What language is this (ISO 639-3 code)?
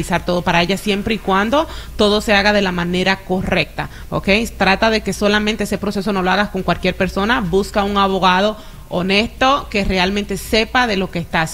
spa